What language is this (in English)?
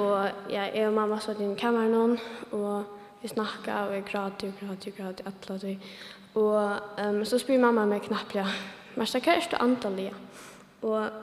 Faroese